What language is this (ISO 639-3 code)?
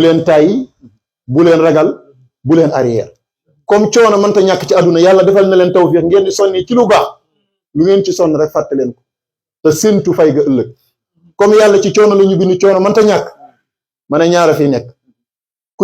wol